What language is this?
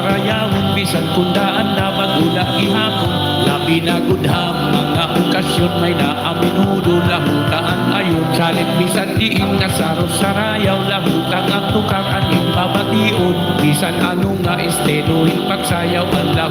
Waray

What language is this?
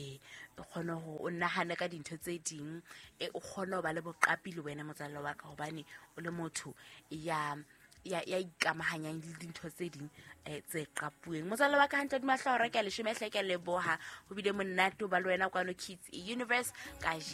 Southern Sotho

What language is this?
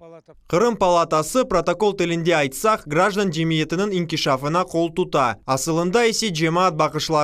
Crimean Tatar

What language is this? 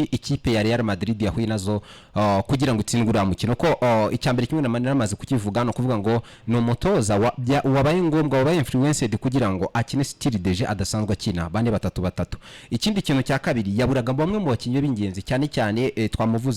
Kinyarwanda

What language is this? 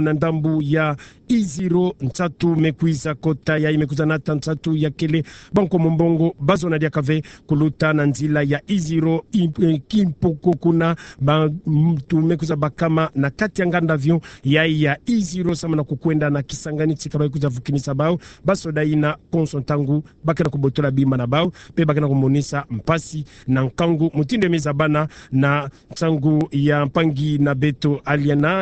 Kituba (Democratic Republic of Congo)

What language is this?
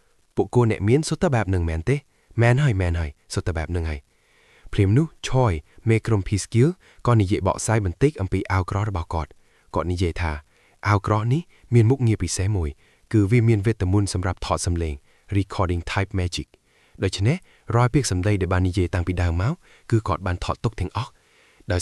Khmer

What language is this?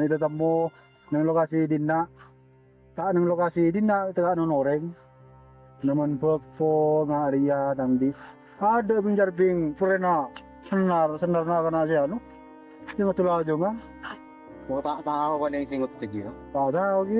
Madurese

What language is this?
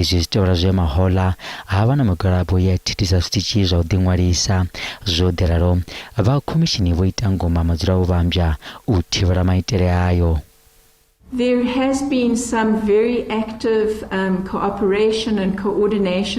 Venda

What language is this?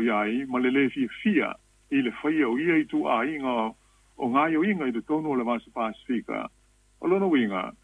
Samoan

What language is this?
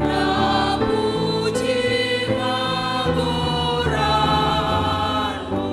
Batak Simalungun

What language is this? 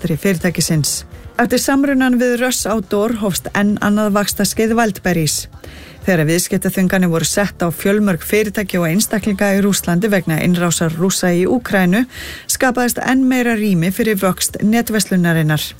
Icelandic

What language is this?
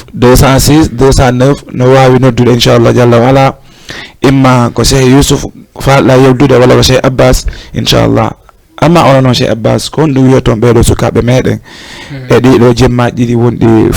Fula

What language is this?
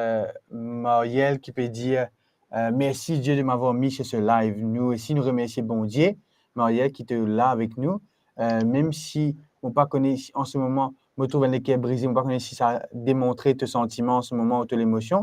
Morisyen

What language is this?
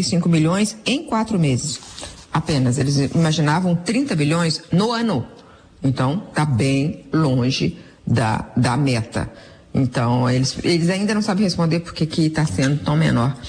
Portuguese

